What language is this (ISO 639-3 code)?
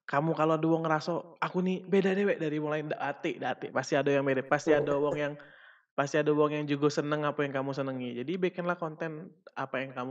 mui